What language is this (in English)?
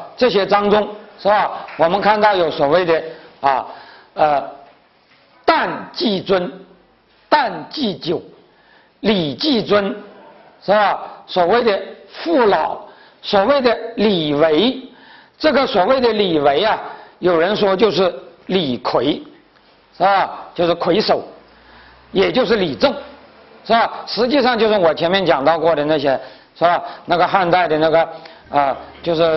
Chinese